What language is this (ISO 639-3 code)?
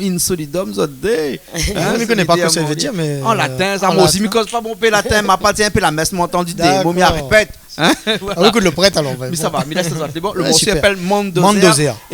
rcf